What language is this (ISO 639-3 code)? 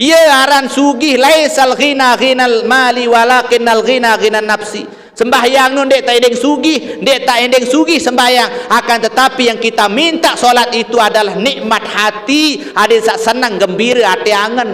sas